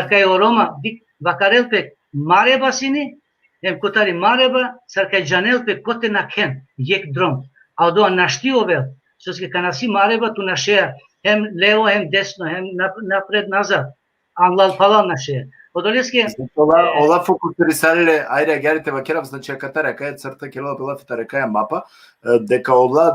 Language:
Balkan Romani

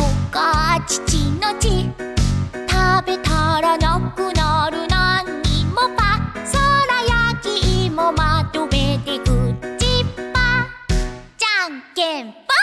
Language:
Japanese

